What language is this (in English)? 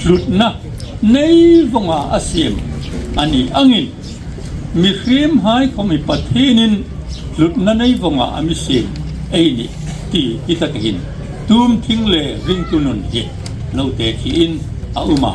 Hmar